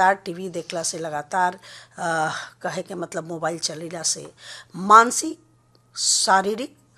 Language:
Bhojpuri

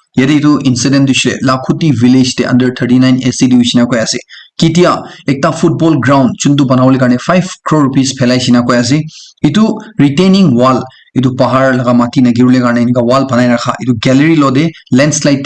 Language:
Naga Pidgin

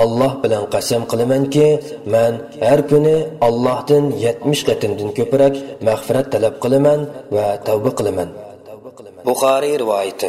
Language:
Uyghur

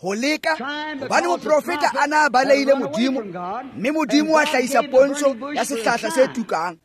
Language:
Tswana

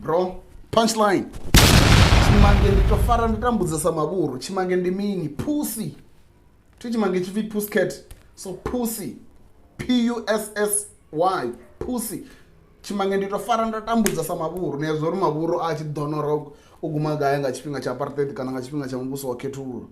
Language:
Venda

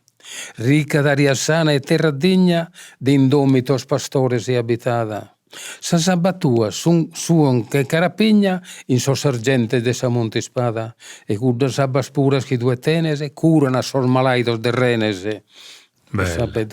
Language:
Sardinian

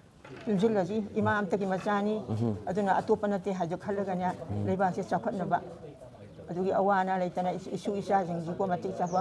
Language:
Manipuri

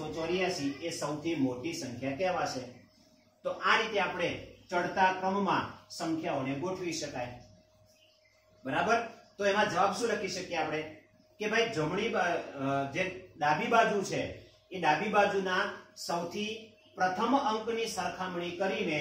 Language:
Gujarati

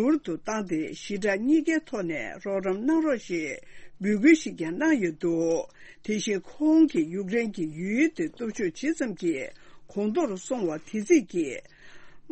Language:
Tibetan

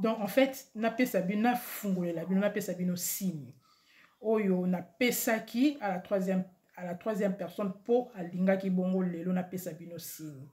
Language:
Lingala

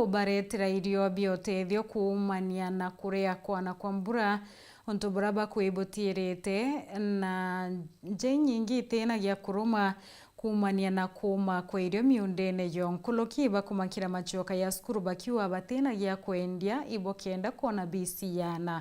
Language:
Meru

